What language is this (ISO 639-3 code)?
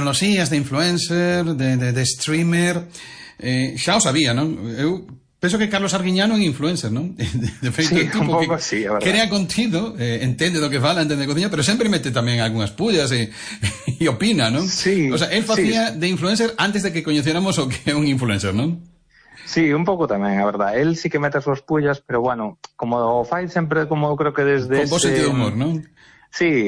glg